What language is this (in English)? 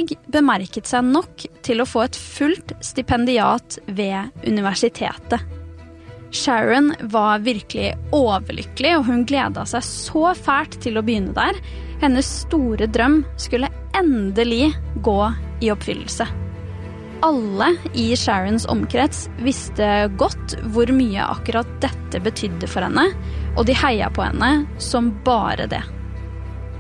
Norwegian